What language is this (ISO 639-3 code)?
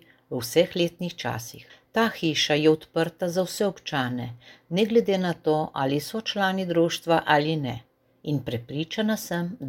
slv